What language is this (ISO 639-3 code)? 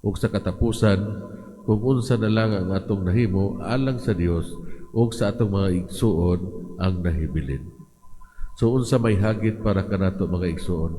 ceb